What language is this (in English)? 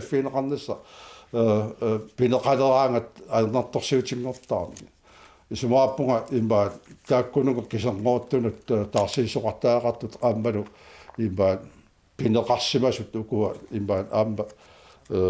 Kalaallisut